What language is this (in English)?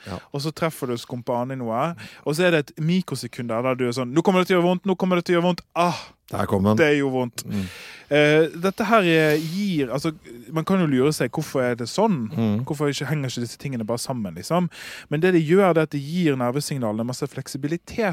Norwegian